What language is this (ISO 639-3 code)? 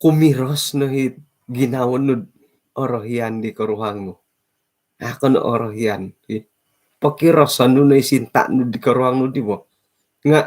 dtp